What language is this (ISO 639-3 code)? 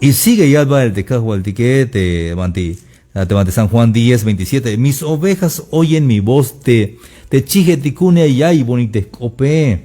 tzh